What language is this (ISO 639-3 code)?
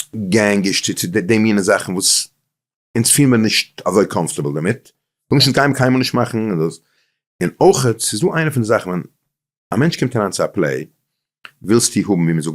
yid